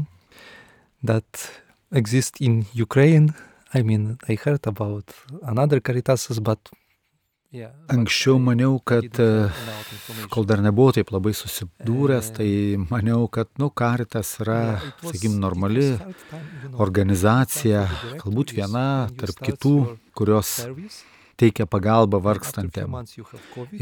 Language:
Lithuanian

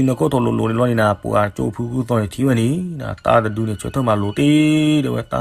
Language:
S'gaw Karen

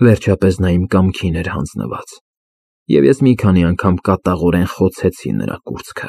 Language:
Armenian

